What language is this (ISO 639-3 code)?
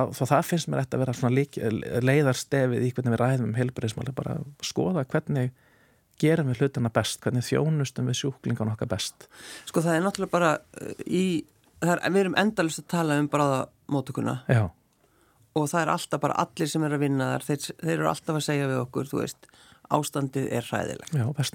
isl